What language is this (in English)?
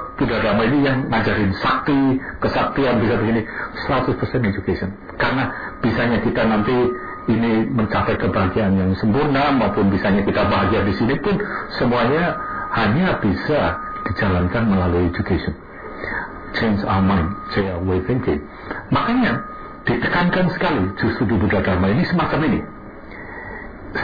Indonesian